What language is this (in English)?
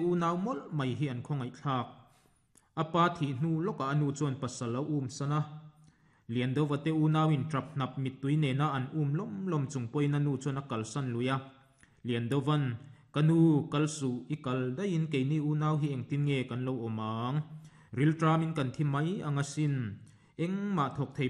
Mizo